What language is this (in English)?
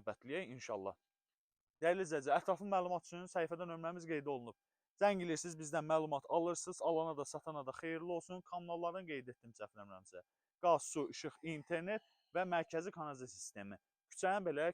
Azerbaijani